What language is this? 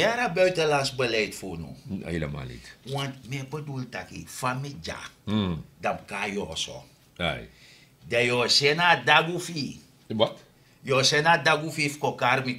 Sranan Tongo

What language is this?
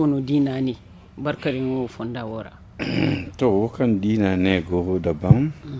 Zarma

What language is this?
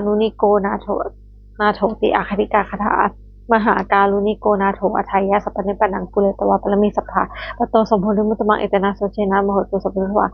Pali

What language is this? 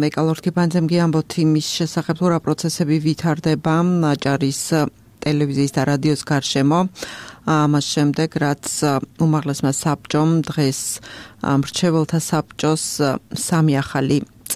Georgian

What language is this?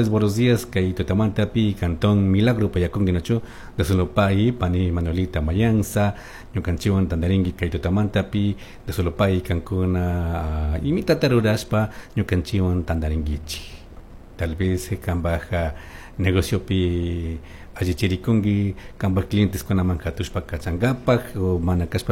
Chimborazo Highland Quichua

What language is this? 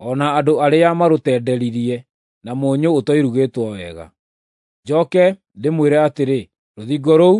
Kikuyu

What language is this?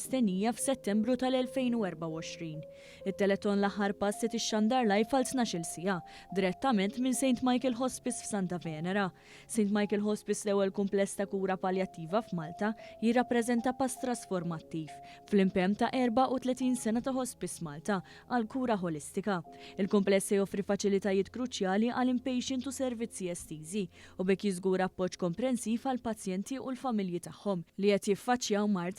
Maltese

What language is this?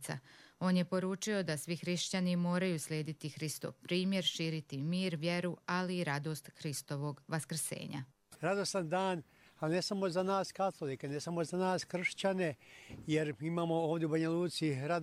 Croatian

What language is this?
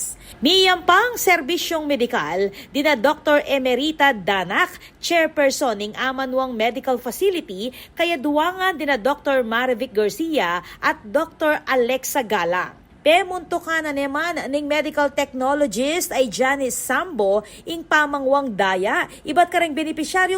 Pampanga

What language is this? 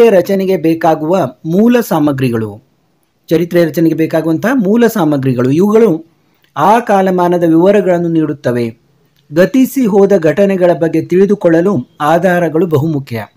Kannada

